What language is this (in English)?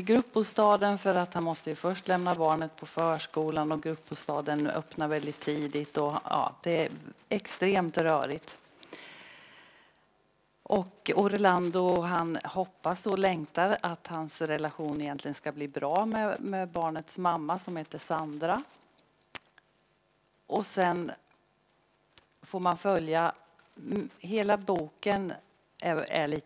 Swedish